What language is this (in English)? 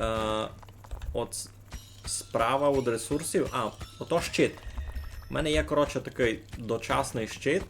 Rusyn